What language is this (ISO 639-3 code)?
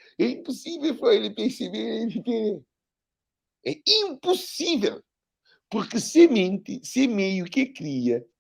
kea